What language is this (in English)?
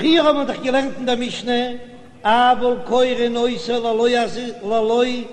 Yiddish